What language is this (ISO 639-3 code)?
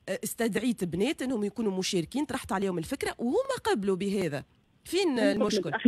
aeb